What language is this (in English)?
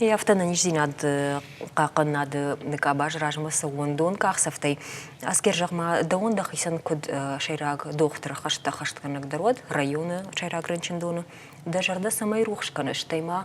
Ossetic